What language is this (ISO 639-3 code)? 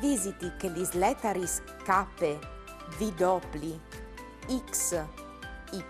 fur